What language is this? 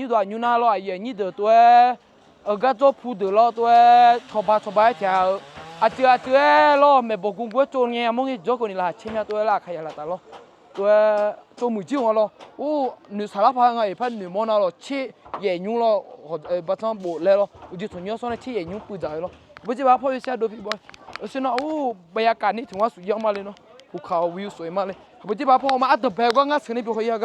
Akha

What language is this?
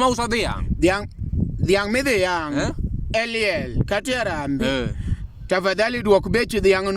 Luo (Kenya and Tanzania)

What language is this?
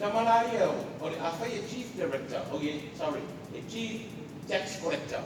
Samoan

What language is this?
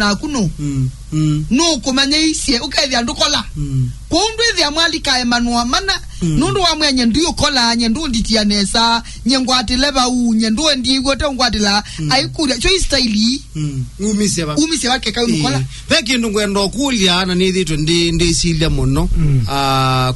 Kamba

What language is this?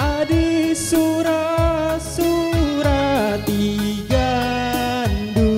Batak Karo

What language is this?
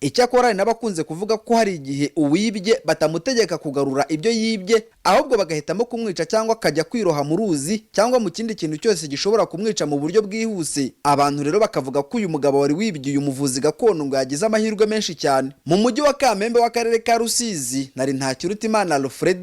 Kinyarwanda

